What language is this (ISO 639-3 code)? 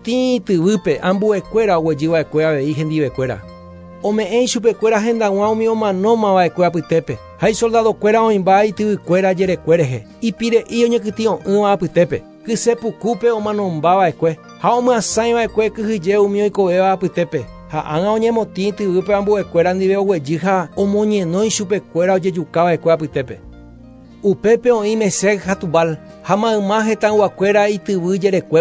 grn